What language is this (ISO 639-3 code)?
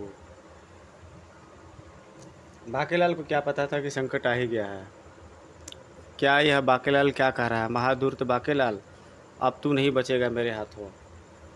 hin